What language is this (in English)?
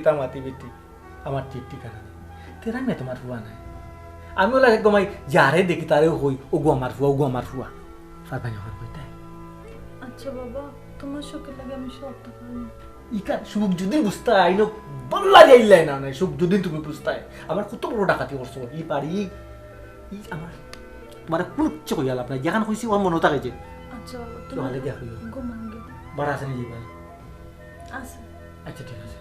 Sylheti